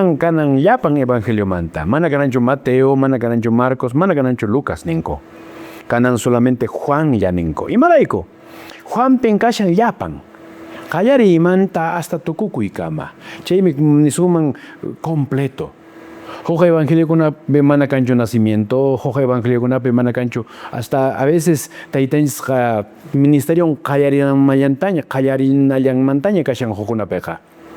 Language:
Quechua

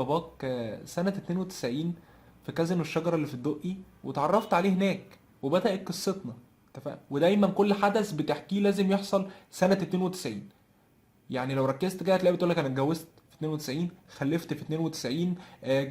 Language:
Egyptian Arabic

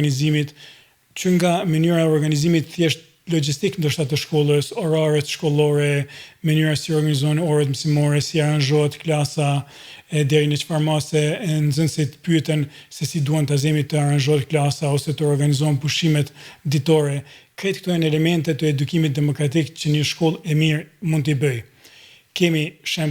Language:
Albanian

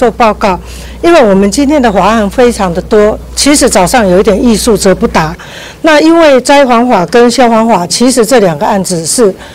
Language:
Chinese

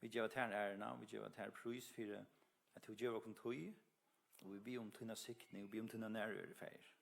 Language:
Faroese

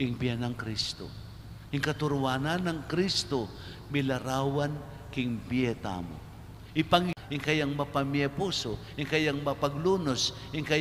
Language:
Pampanga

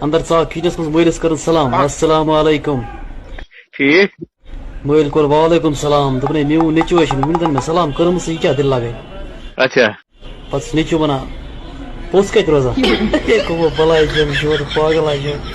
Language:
Kashmiri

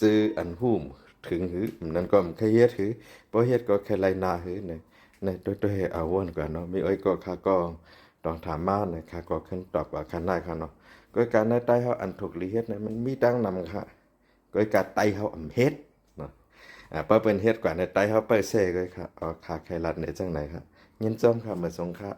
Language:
Shan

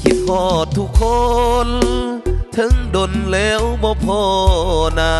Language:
Lao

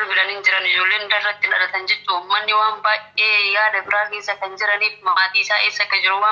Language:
Oromo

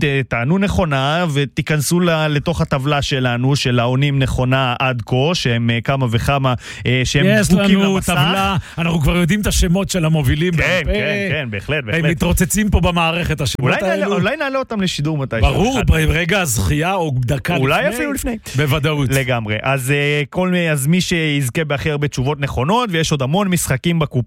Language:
Hebrew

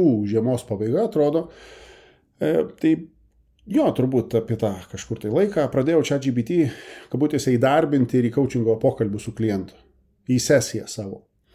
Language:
Lithuanian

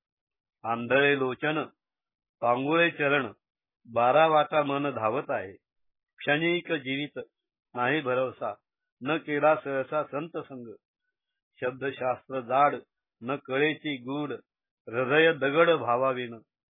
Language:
Marathi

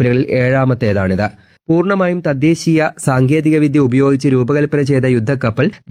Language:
Malayalam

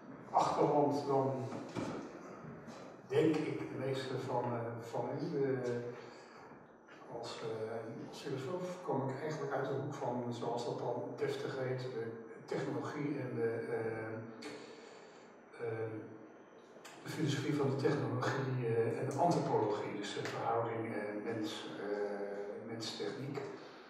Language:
Dutch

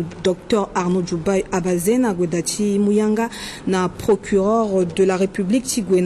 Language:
Sango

